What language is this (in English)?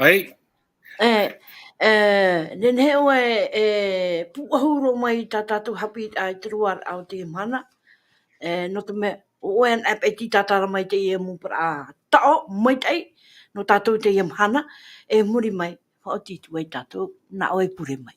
Tahitian